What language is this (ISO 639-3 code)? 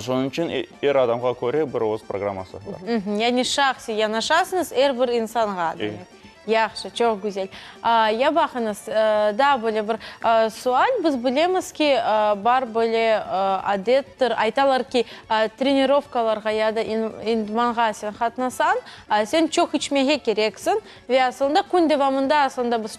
crh